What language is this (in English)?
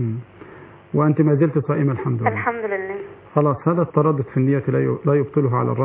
Arabic